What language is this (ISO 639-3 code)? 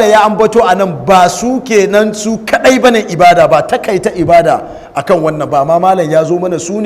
hau